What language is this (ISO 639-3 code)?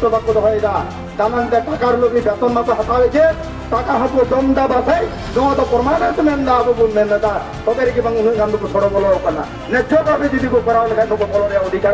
sat